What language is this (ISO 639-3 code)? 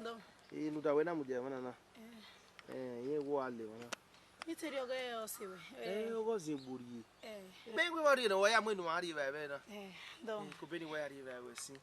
bin